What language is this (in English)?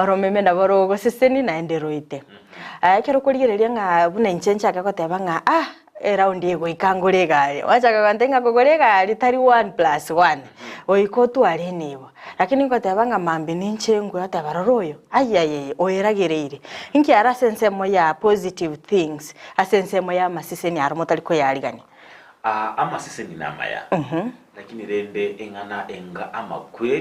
Gusii